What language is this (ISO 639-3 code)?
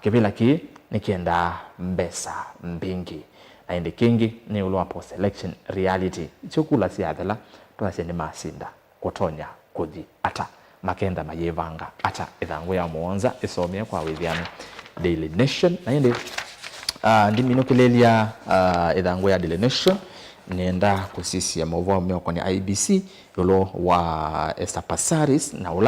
kam